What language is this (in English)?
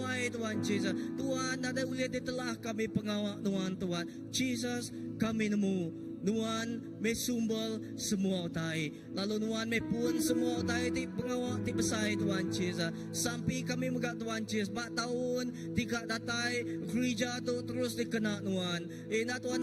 Iban